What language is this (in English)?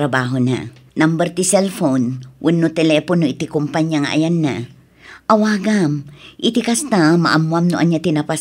Iloko